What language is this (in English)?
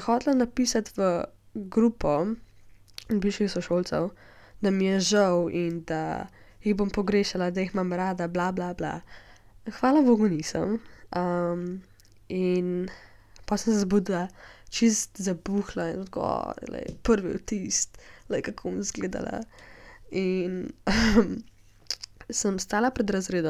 Slovenian